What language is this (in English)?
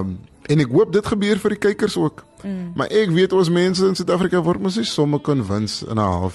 Afrikaans